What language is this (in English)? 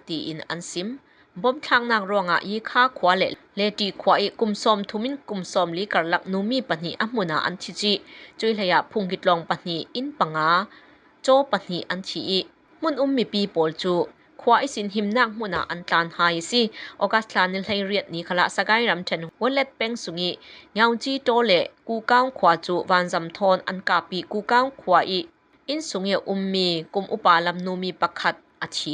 Falam Chin